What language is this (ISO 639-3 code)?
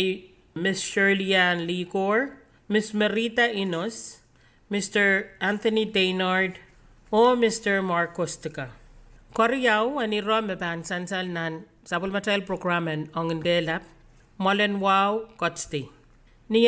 pon